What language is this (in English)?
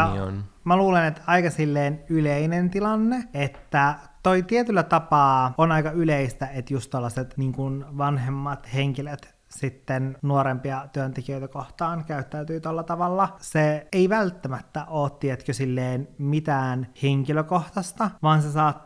Finnish